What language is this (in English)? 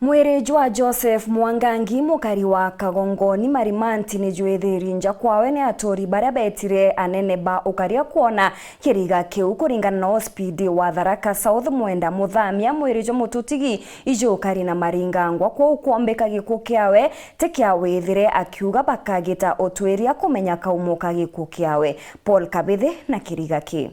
Meru